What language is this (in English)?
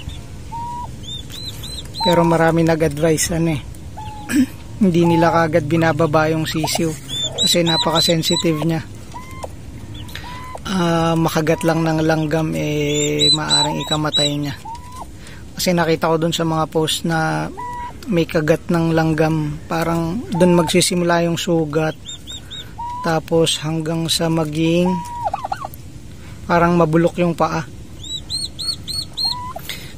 Filipino